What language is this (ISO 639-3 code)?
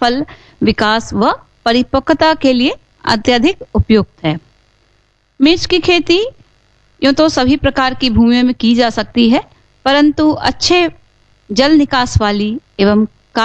hin